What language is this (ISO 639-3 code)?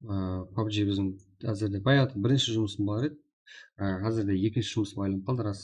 kaa